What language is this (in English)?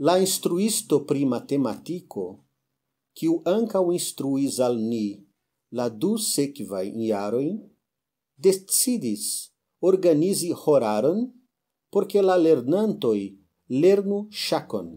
Esperanto